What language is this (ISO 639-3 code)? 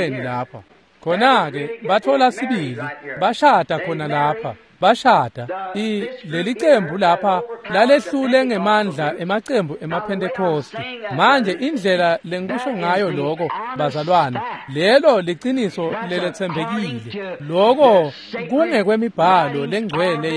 ssw